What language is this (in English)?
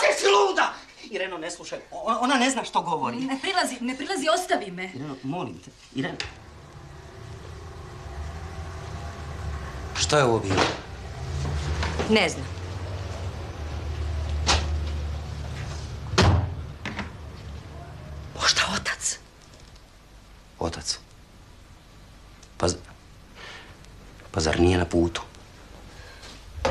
Croatian